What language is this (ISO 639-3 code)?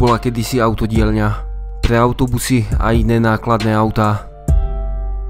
slk